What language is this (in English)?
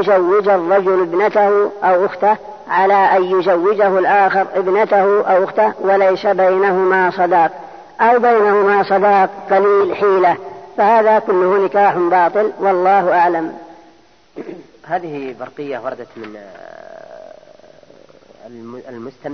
Arabic